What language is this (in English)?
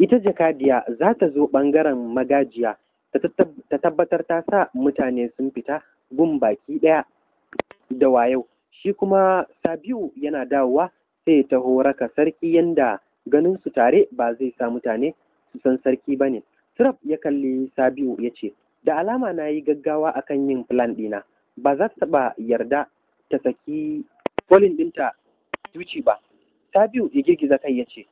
Hausa